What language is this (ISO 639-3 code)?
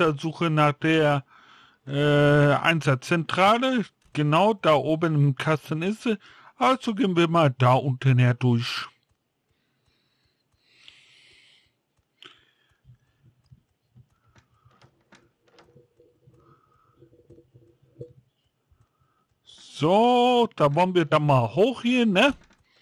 deu